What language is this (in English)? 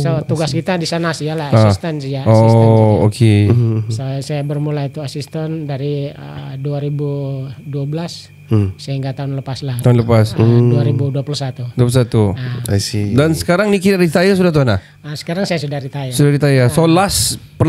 Malay